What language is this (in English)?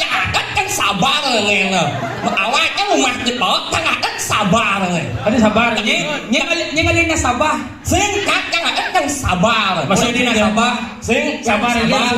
Balinese